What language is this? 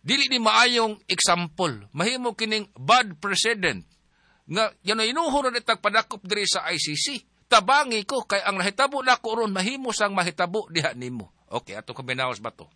Cebuano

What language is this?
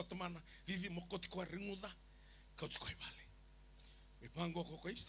Fijian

